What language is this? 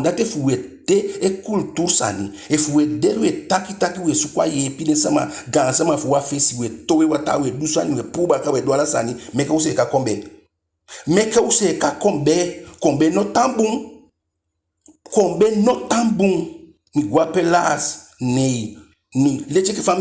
Eastern Maroon Creole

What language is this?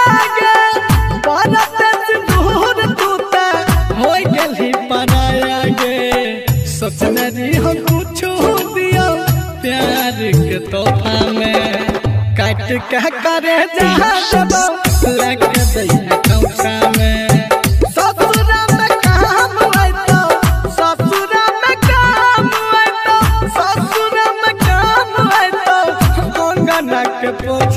Bhojpuri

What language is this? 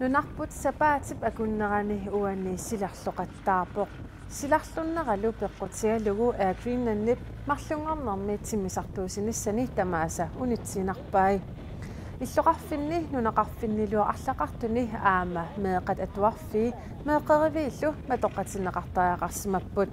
Kalaallisut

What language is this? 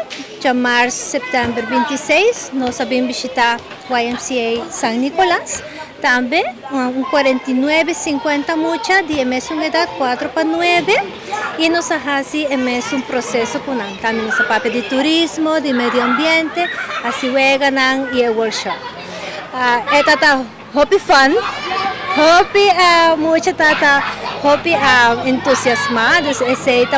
Papiamento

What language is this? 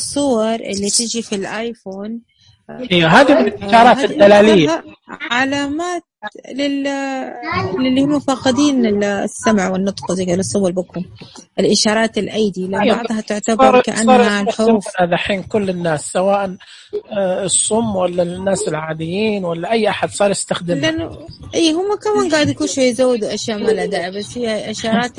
Najdi Arabic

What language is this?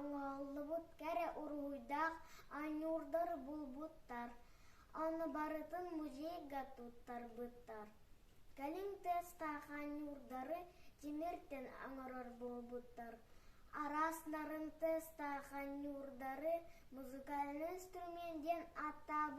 Yakut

